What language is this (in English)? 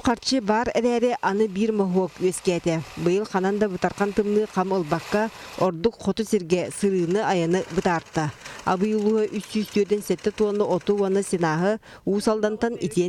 Yakut